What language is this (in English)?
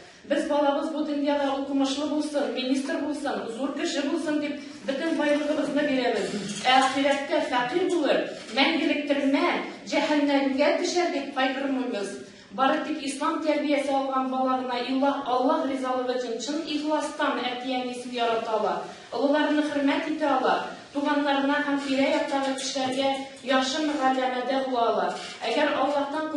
Tatar